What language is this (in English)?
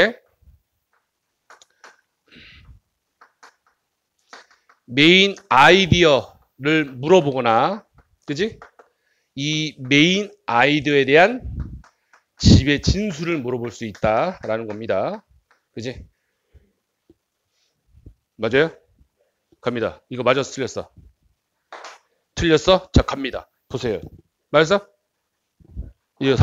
Korean